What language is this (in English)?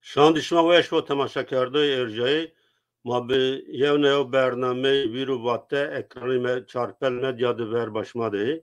Zaza